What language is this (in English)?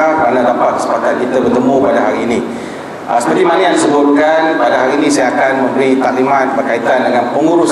Malay